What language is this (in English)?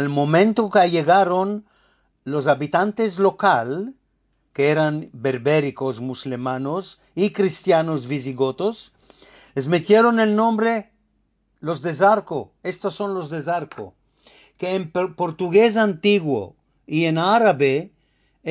Ladino